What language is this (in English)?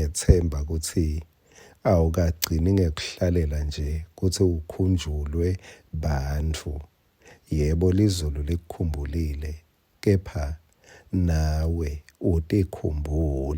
Swati